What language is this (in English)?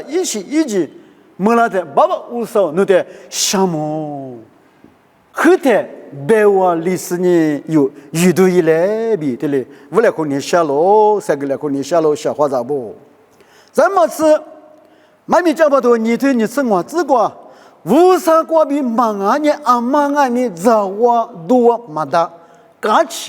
Lisu